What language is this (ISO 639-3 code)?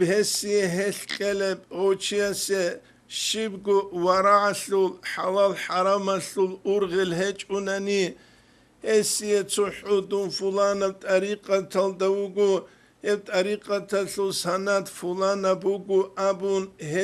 ava